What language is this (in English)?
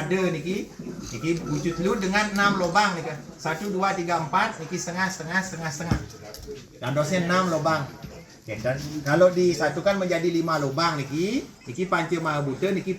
Balinese